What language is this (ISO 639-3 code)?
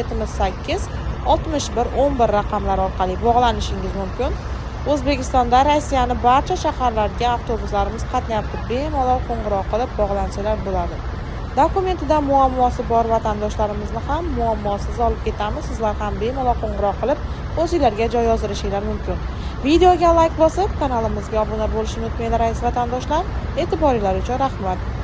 uzb